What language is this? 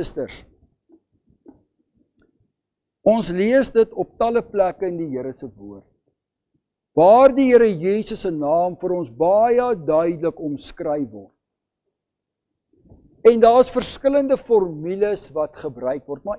Afrikaans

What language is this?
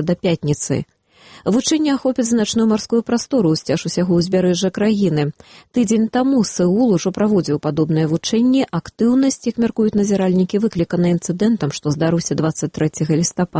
Belarusian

